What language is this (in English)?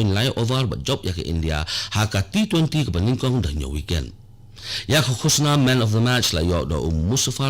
Khasi